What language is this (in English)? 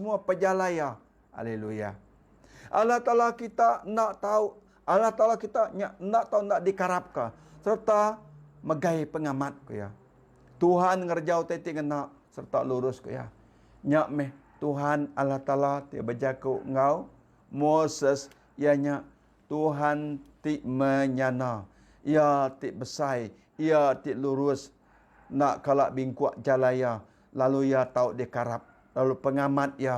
Iban